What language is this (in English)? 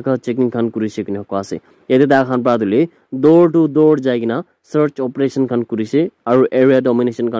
Naga Pidgin